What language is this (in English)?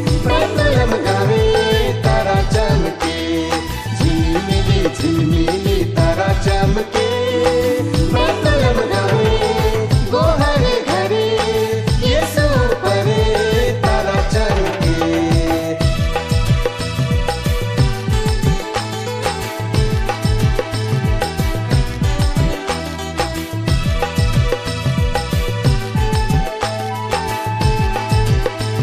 Sadri